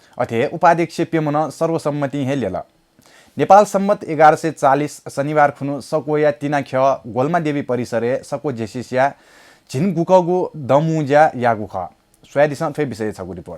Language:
Newari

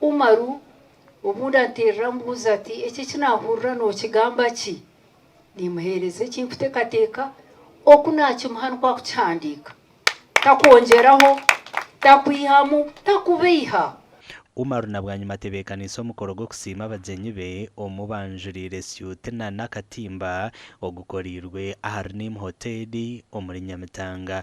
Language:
Nyankole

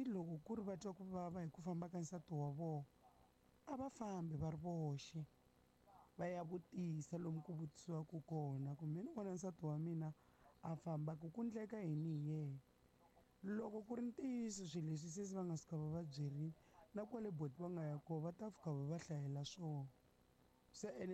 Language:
Tsonga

